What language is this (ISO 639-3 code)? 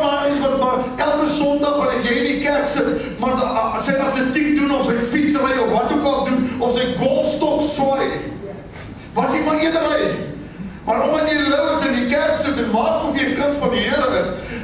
afr